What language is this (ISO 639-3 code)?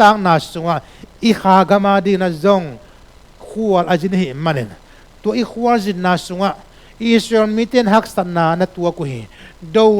ctd